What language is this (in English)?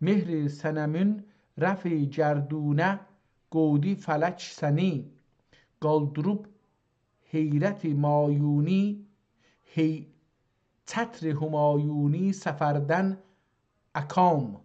South Azerbaijani